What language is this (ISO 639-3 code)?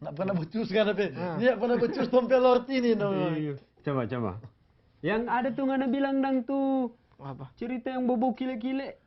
xmm